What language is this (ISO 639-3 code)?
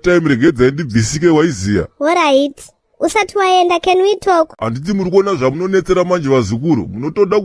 sna